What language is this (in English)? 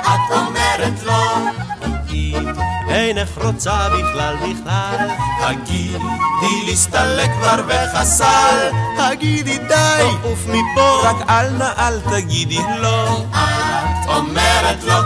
Hebrew